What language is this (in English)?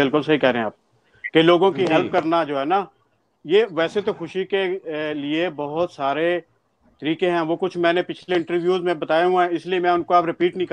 Urdu